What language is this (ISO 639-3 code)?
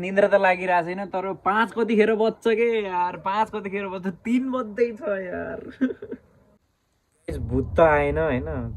nep